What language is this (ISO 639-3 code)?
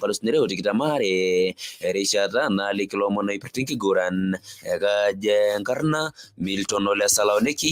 mas